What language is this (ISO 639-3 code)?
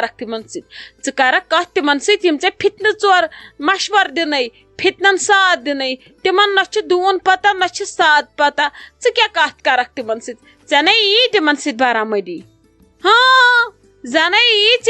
kas